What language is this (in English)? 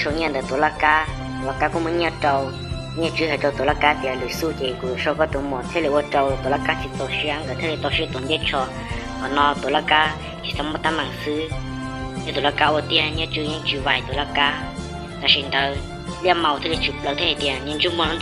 Hmong